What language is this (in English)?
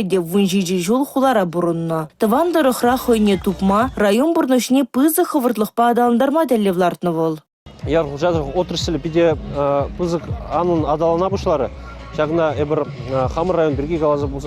Chuvash